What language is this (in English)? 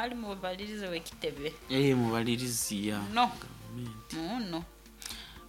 Nyoro